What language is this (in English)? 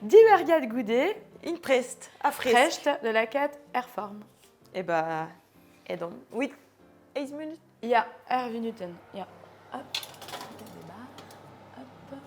Breton